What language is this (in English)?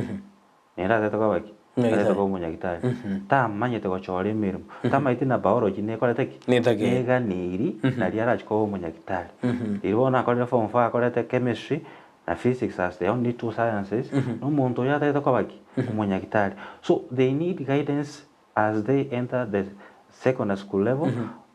Gusii